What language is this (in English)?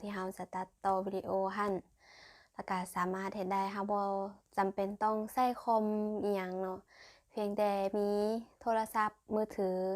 Lao